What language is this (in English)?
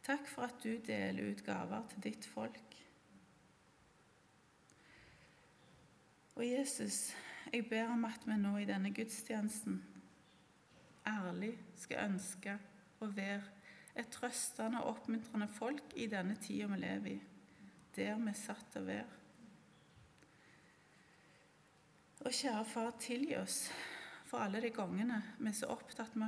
Norwegian